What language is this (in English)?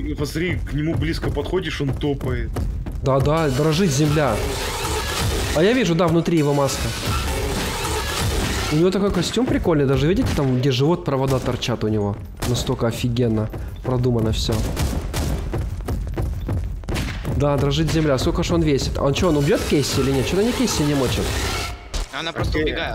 Russian